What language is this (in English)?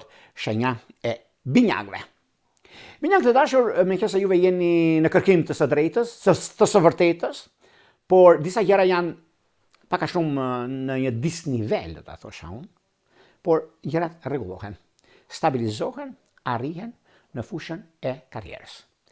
Albanian